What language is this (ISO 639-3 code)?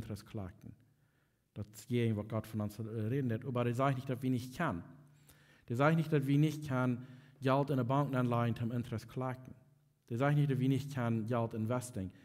pdt